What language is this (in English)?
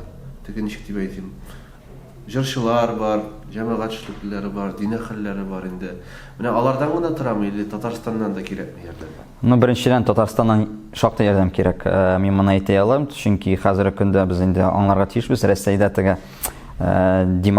Tatar